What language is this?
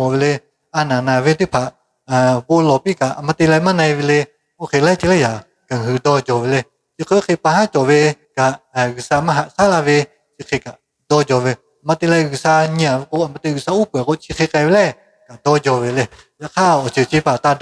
Lahu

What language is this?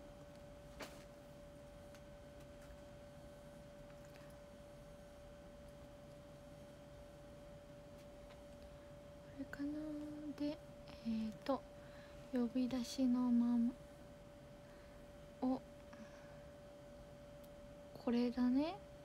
Japanese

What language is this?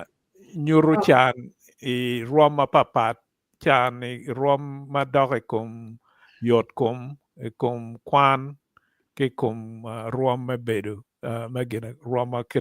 Acoli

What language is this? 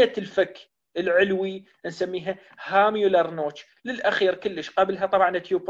Mesopotamian Arabic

